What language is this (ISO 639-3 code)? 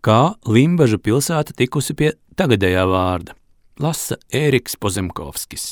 lav